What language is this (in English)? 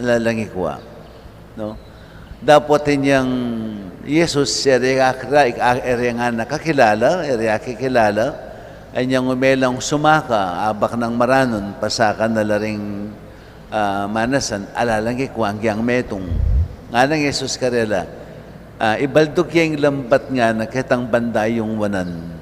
Pampanga